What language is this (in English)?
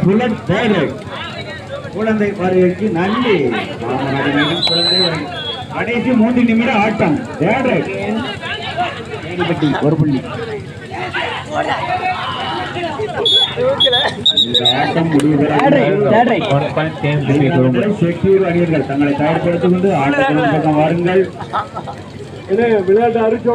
Tamil